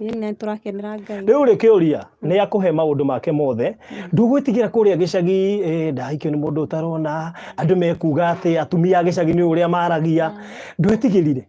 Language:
Kikuyu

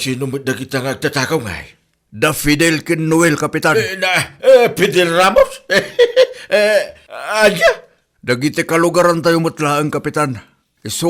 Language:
Iloko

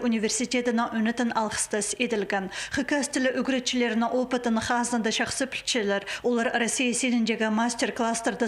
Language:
Khakas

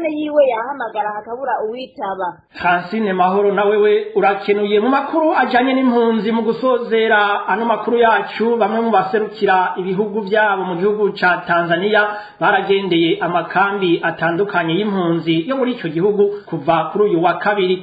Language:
Rundi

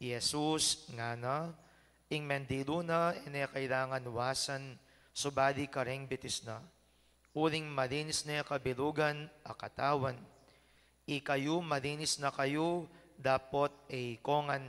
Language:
Pampanga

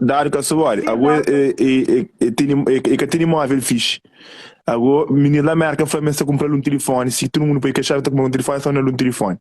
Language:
Kabuverdianu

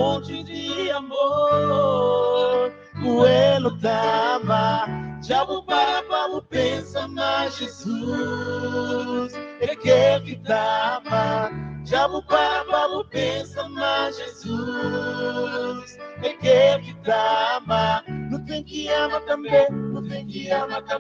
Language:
Kabuverdianu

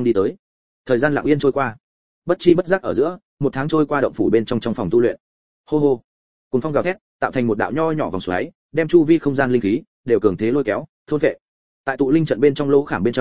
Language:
Vietnamese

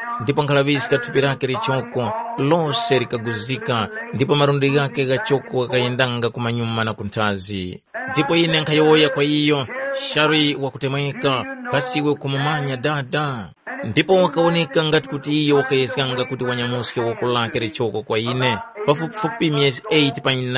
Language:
Tumbuka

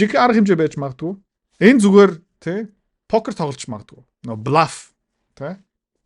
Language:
Mongolian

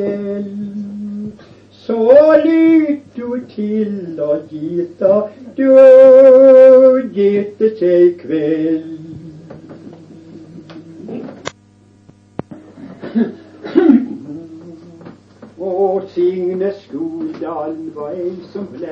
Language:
Norwegian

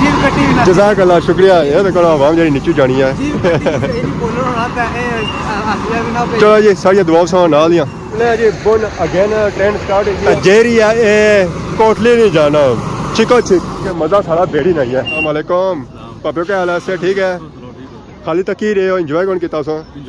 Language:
Pahari-Potwari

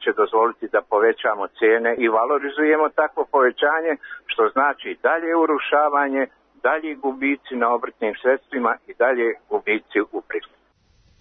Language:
Serbian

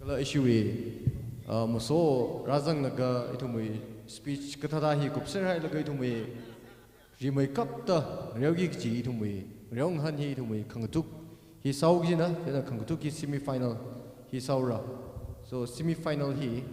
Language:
Tangkhul Naga (India)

